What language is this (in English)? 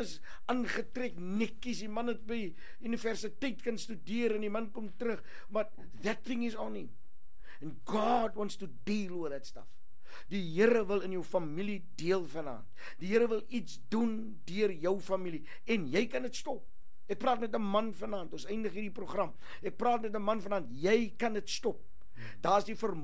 Afrikaans